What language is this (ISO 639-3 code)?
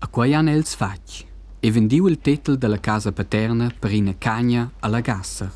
roh